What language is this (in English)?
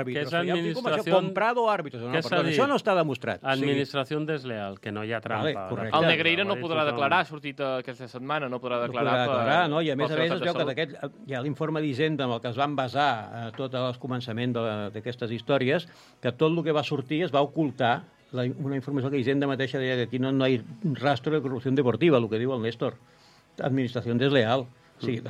Catalan